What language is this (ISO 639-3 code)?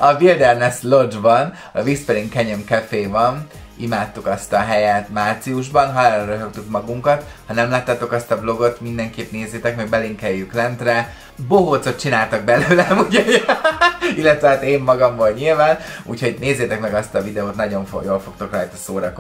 hun